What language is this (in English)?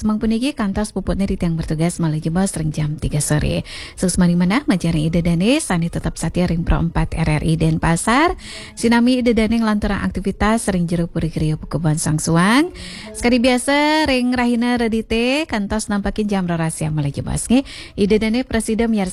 Balinese